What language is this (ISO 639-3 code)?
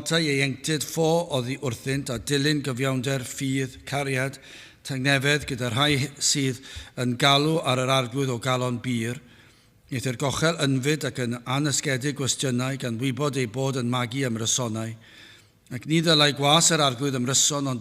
cym